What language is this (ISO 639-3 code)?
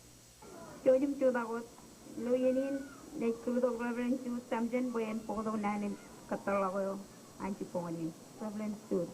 mah